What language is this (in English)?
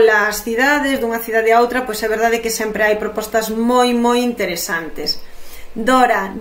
Galician